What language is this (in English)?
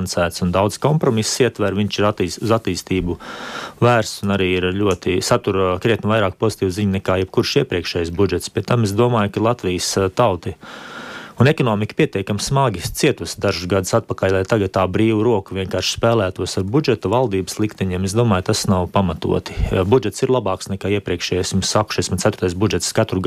Latvian